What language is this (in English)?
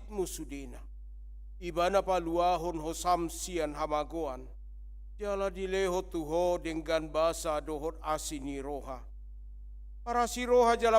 Batak Toba